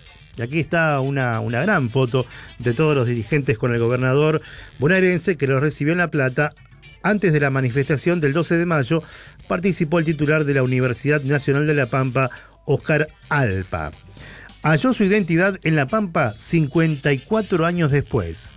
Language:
Spanish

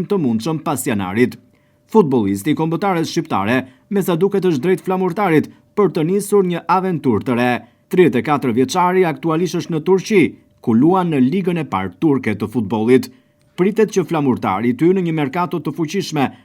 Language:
Albanian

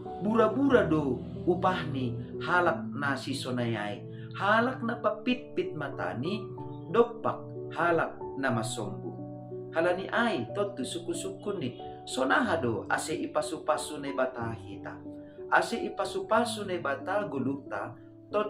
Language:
Batak Simalungun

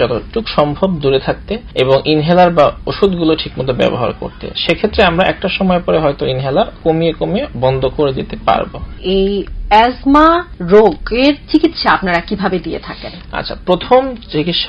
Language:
Bangla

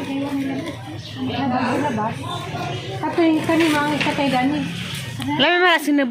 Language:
Cebuano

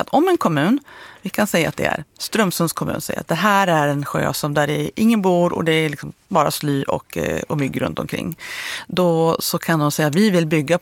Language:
Swedish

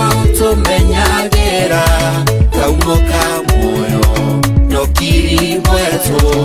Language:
Meru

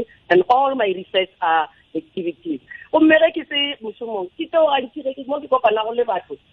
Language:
Northern Sotho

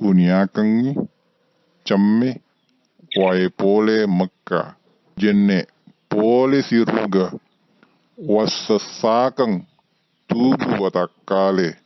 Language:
Buginese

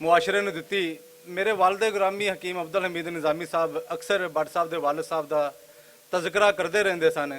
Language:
Western Panjabi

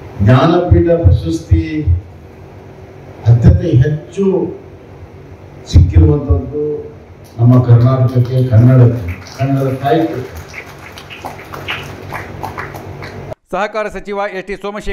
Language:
Kannada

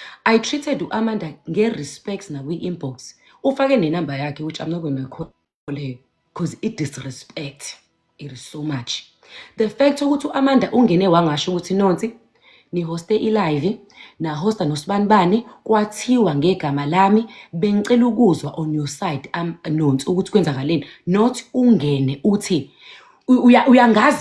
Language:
Zulu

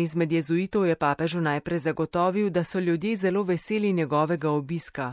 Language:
Slovenian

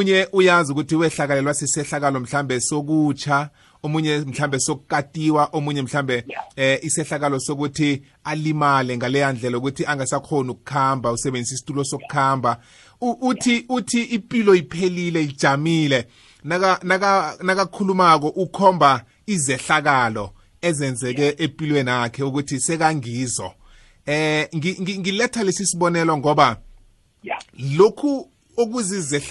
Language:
South Ndebele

